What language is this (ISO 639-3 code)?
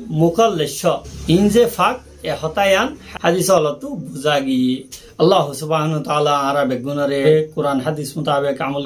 rhg